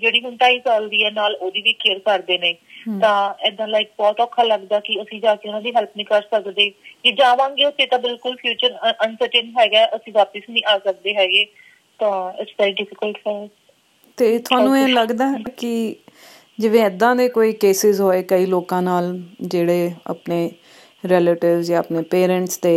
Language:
Punjabi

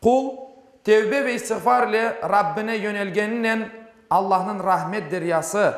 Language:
Crimean Tatar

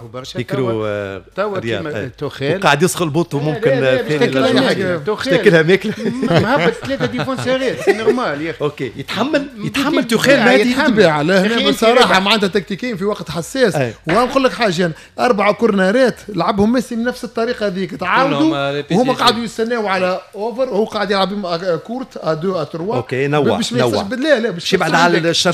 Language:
Tunisian Arabic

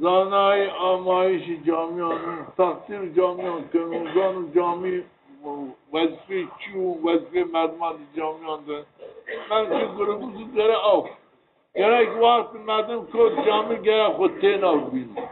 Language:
Zaza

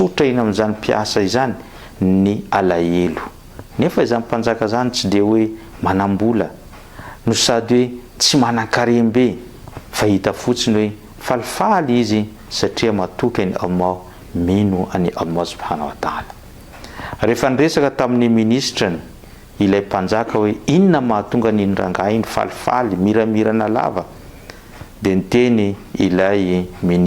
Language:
Malagasy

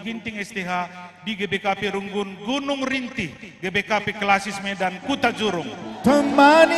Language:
Batak Karo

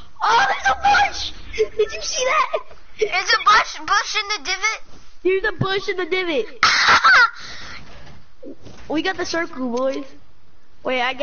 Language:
English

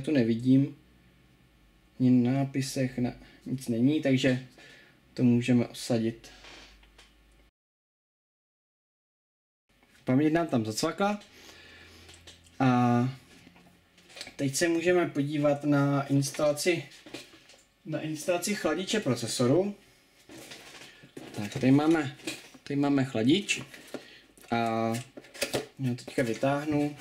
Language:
Czech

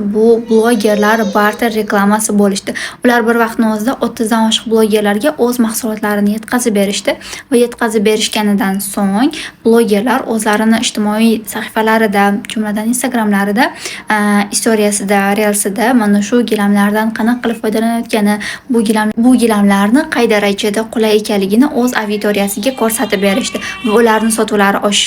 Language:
Uzbek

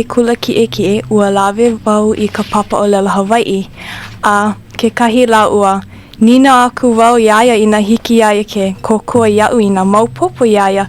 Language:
Hawaiian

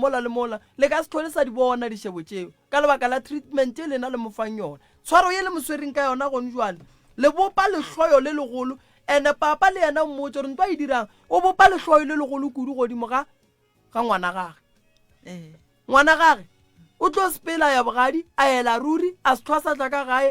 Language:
Northern Sotho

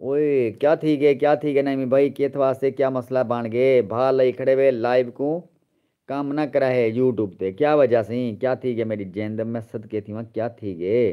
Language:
Saraiki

